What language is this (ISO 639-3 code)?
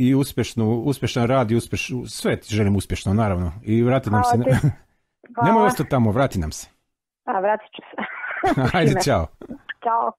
hrv